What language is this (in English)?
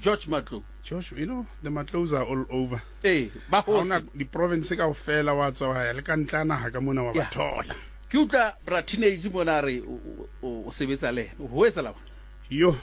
Southern Sotho